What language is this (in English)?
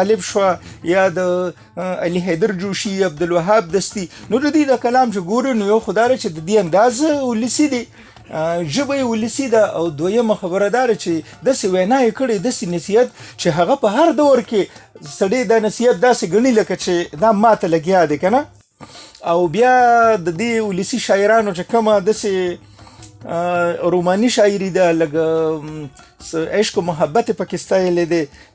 Pashto